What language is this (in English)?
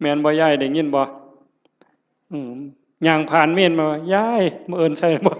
Northeastern Thai